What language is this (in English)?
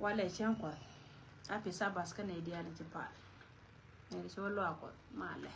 Nuer